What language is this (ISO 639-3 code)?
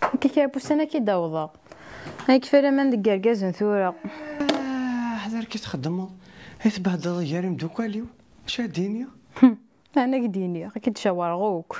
kab